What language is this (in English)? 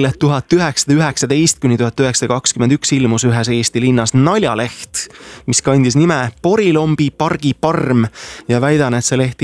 Estonian